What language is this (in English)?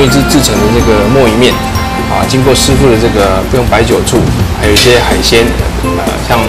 Chinese